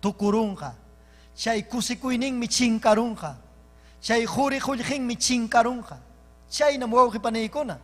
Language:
Ayacucho Quechua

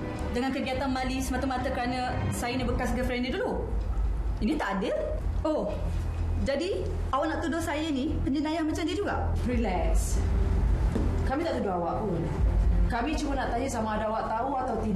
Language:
Malay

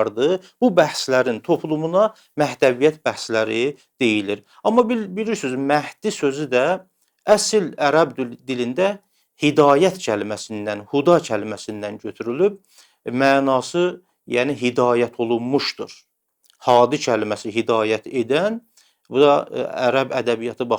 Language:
Azerbaijani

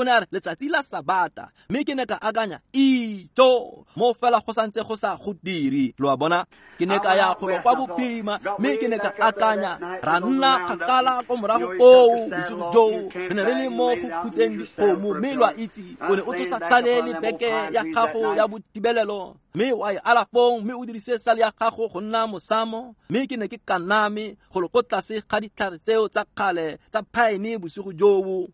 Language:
Tswana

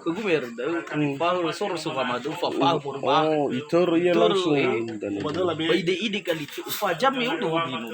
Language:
Nias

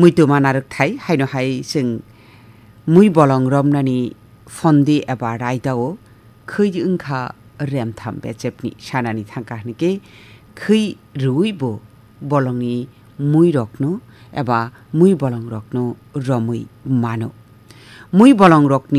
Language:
Kok Borok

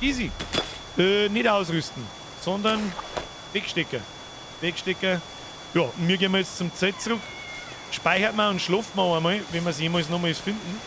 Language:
Bavarian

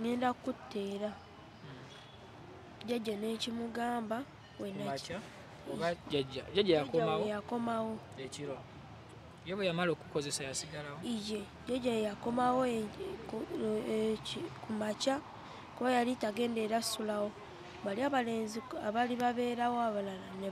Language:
Ganda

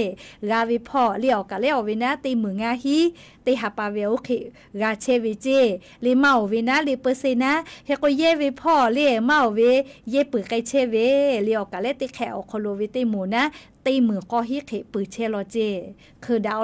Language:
Lahu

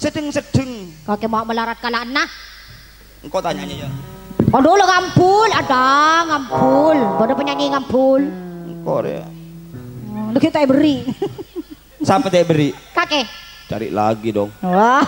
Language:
Madurese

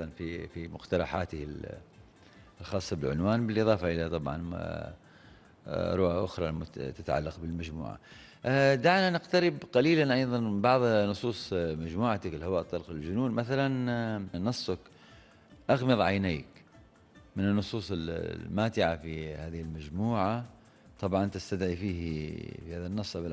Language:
Arabic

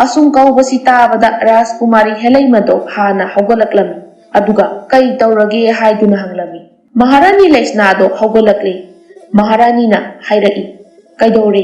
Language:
Manipuri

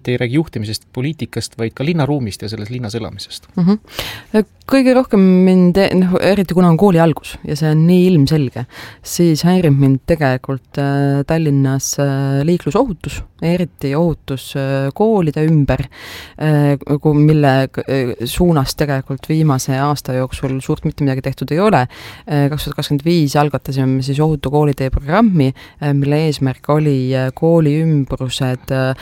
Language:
Estonian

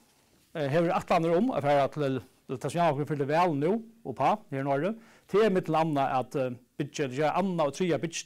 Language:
Faroese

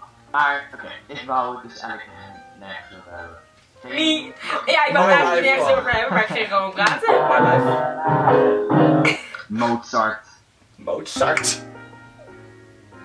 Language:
Dutch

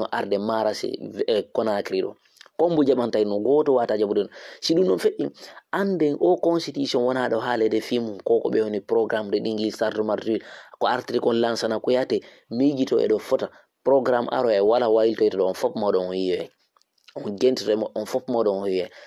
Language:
Fula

